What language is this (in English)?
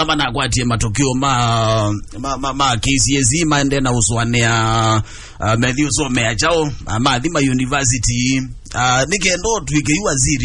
Kamba